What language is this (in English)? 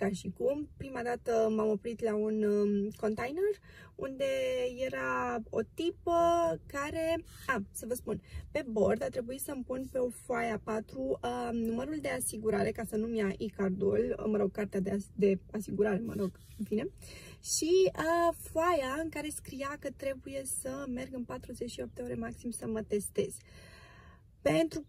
Romanian